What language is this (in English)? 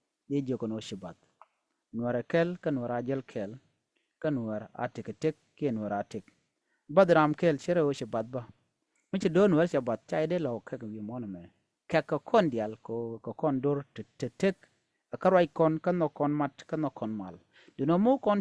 Nuer